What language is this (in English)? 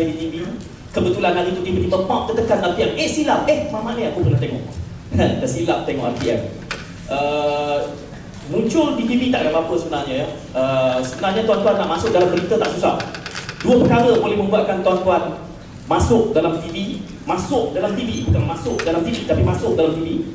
Malay